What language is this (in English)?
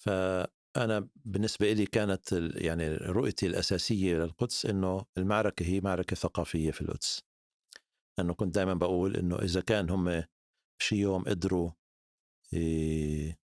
North Levantine Arabic